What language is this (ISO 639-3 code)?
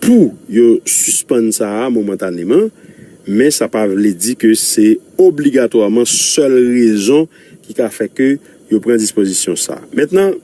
hat